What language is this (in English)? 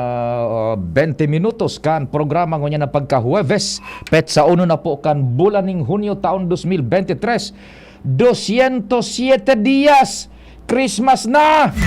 Bikol